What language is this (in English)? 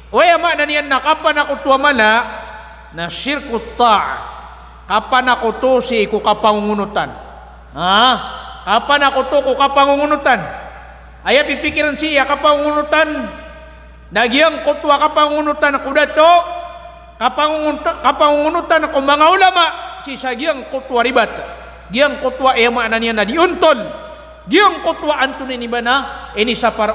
Maranao